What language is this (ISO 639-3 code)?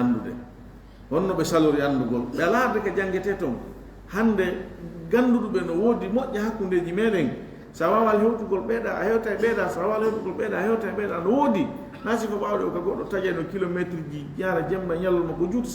ful